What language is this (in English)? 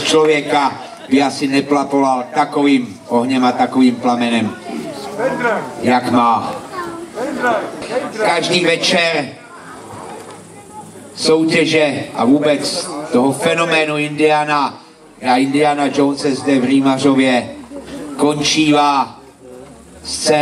Czech